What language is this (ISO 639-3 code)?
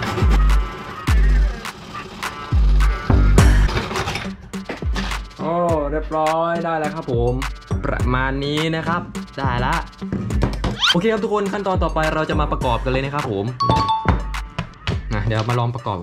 tha